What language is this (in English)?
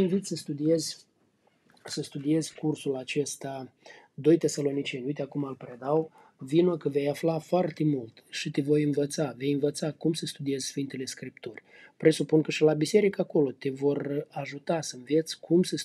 Romanian